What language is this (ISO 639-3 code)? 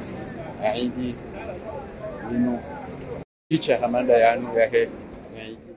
swa